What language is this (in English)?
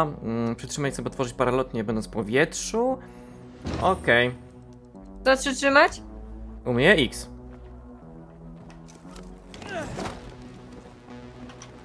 Polish